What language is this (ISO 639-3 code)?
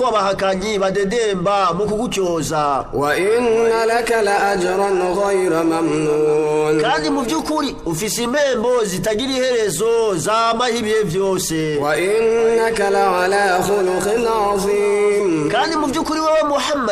run